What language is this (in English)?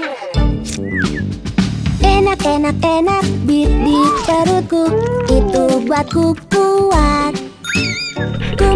Indonesian